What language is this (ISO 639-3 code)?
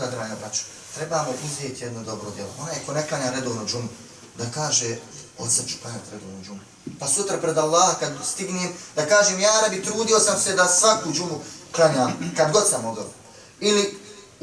bos